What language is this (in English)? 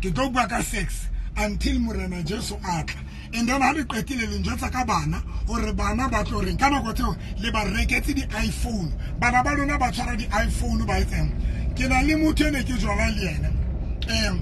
Tswana